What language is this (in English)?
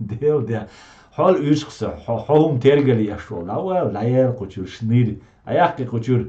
Chechen